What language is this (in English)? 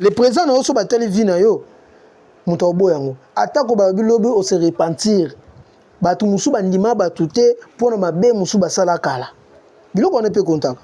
Lingala